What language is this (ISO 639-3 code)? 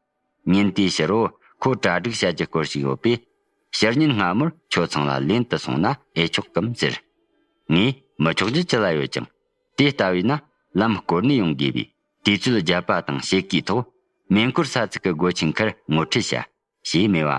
bod